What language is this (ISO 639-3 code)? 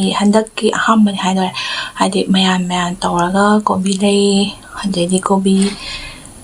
mni